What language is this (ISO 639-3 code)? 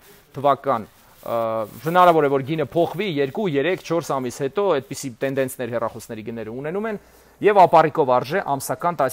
hye